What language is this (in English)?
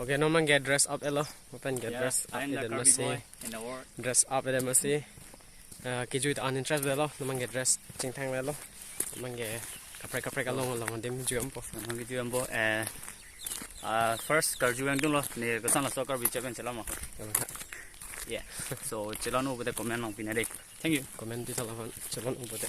Karbi